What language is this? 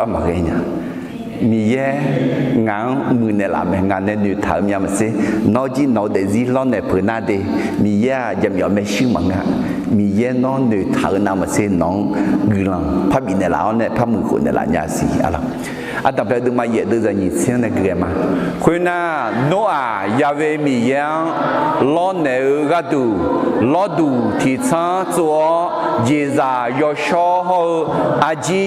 Akha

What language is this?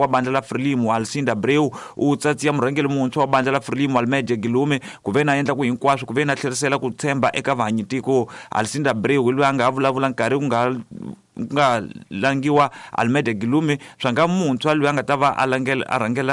Tsonga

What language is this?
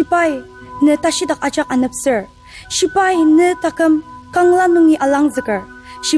Ao Naga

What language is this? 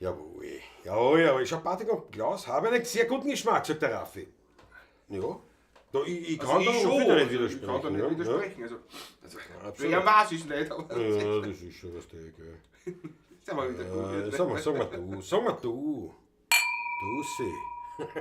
Bavarian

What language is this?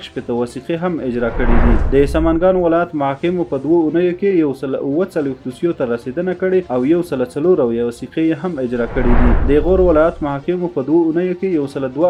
Pashto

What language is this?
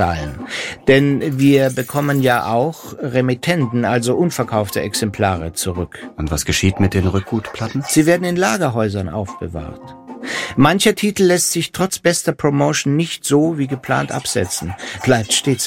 German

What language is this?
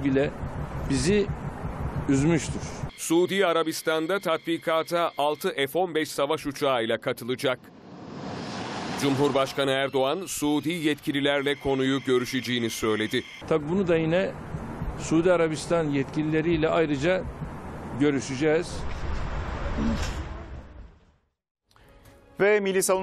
Turkish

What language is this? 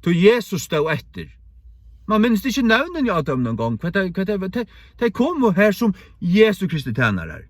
Faroese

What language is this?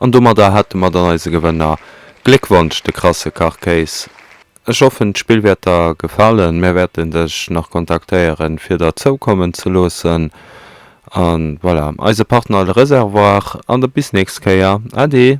Luxembourgish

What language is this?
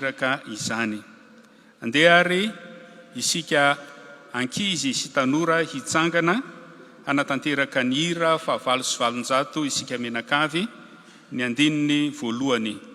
Malagasy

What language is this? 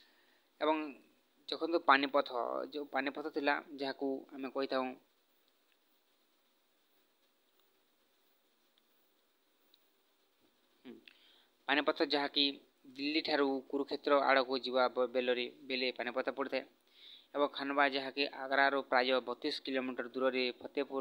Odia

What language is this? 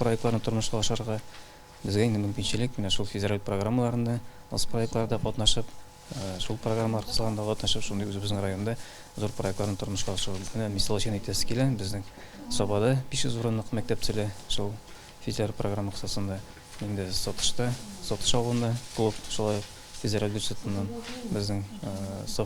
Tatar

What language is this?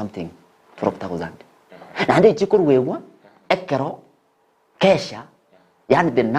Gusii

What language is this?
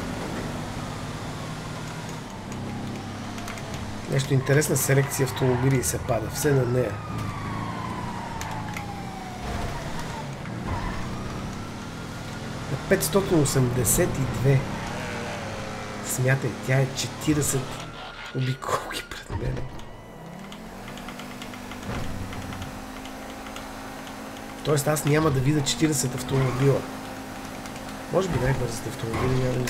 Bulgarian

